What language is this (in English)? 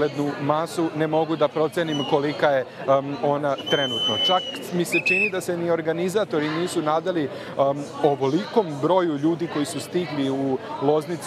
Serbian